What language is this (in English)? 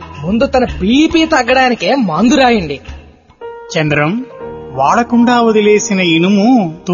Telugu